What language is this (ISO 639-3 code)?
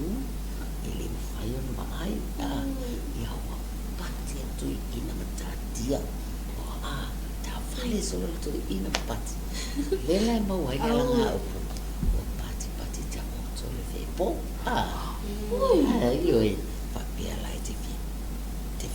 smo